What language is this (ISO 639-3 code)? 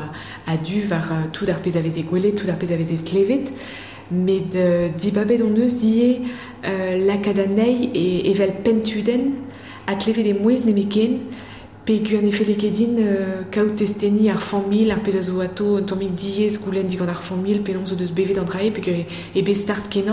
bre